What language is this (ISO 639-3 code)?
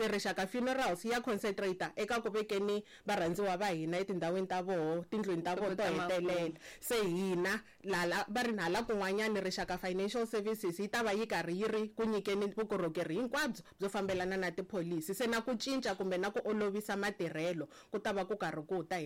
tso